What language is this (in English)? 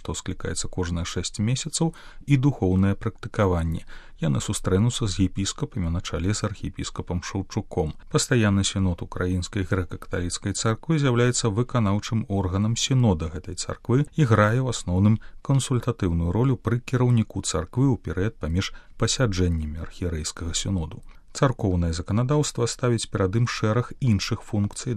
Belarusian